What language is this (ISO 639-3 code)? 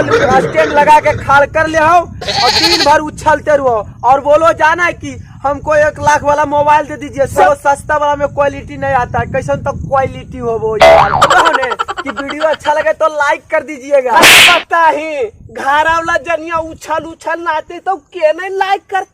mag